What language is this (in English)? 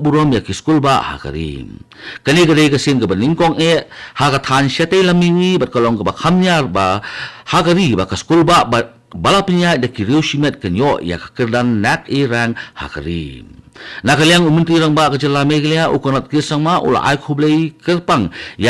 Khasi